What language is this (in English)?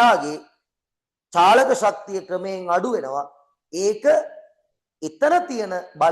Sinhala